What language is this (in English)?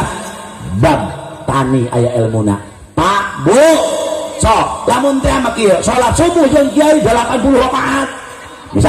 Sundanese